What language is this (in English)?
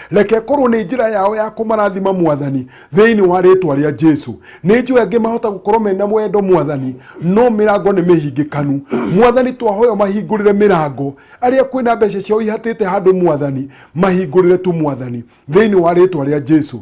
Kikuyu